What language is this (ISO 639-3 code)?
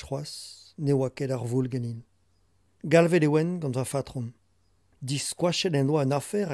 bre